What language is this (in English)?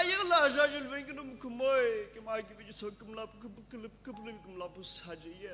Sumi Naga